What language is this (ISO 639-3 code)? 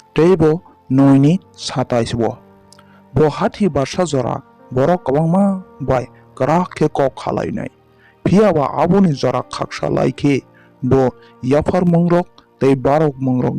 trp